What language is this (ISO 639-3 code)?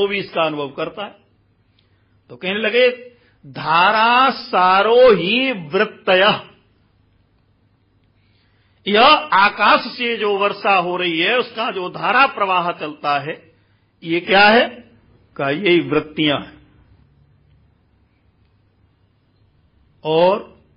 hin